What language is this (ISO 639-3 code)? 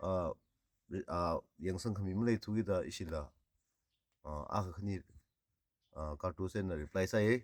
nmf